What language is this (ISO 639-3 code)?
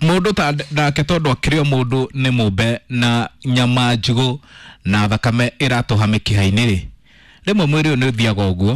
kik